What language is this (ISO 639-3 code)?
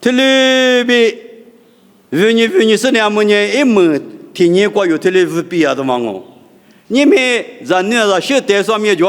lis